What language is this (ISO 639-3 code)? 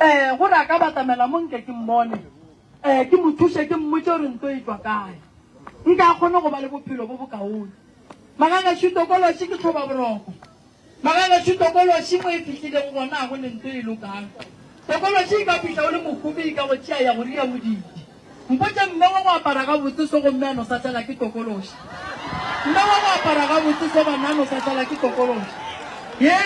nso